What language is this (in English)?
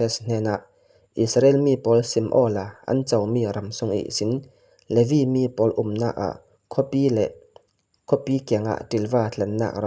Falam Chin